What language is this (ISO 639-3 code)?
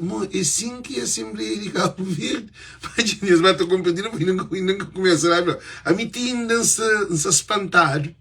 kea